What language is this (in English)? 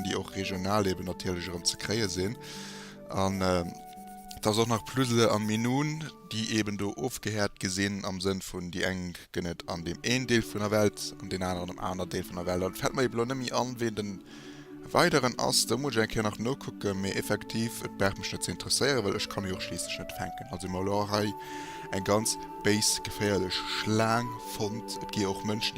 Luxembourgish